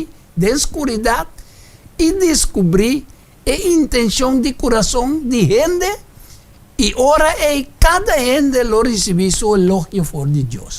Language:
Papiamento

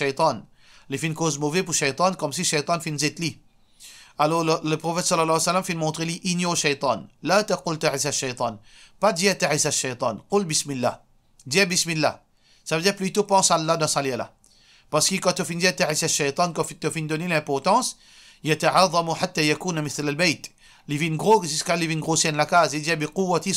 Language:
Morisyen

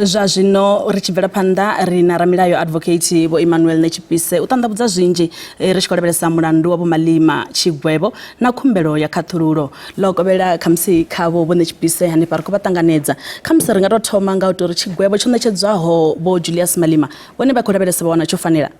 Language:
Venda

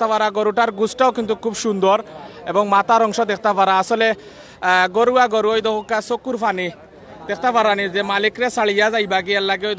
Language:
Sylheti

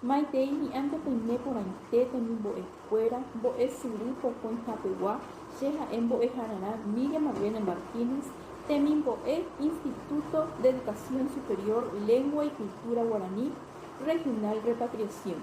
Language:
Guarani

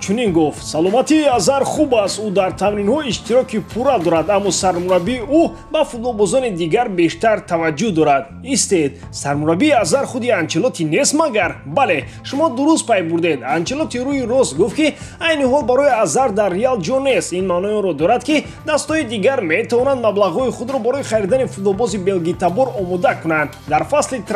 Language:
Tajik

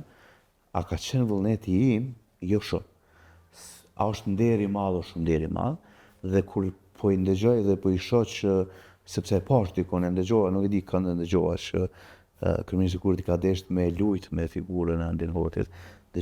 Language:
Albanian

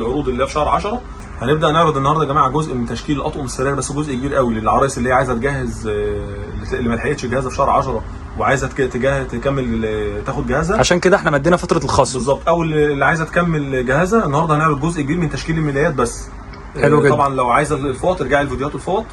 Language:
Egyptian Arabic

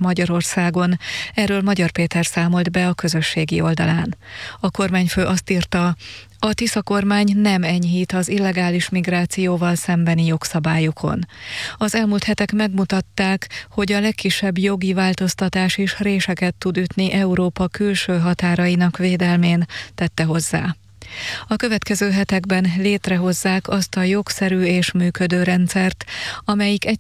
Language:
Hungarian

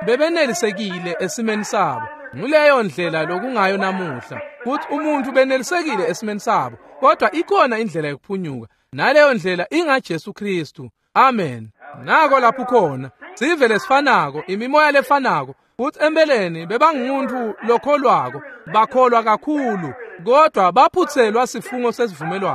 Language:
Swati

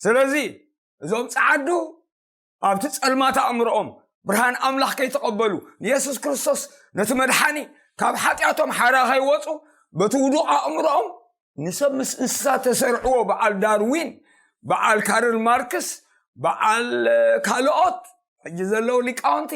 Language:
Tigrinya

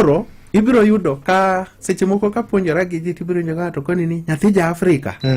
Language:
Luo (Kenya and Tanzania)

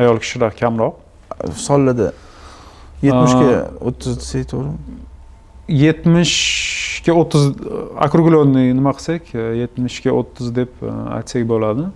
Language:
Uzbek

